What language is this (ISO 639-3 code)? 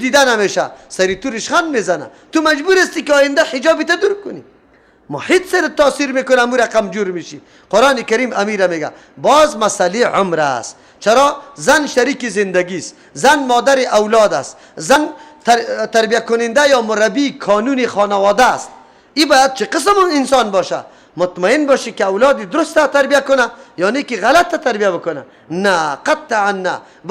fas